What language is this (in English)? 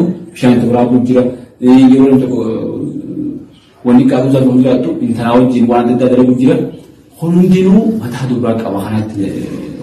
Oromo